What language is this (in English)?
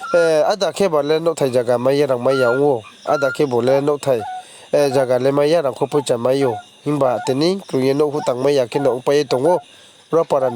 Riang (India)